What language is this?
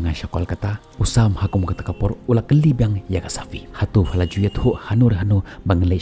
Khasi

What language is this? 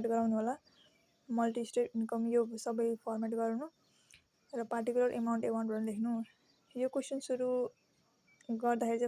Nepali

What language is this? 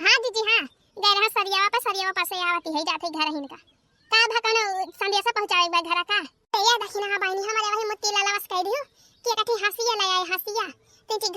Awadhi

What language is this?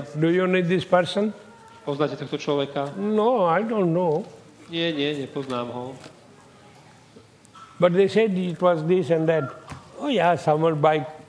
Slovak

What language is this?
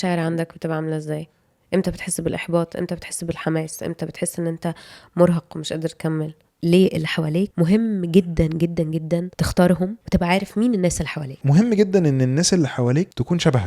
Egyptian Arabic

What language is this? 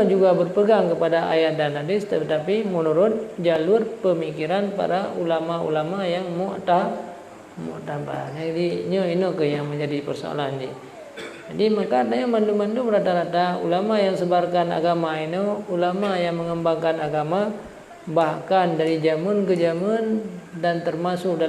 Achinese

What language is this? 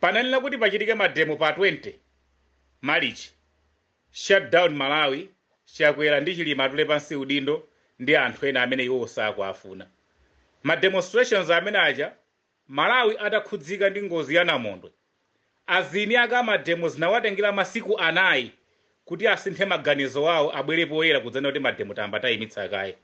Nyanja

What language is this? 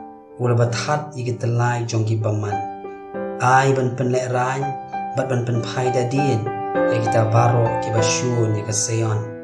Khasi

